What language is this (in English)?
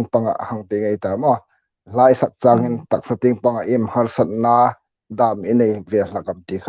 Hmar